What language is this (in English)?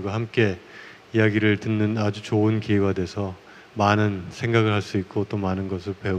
Korean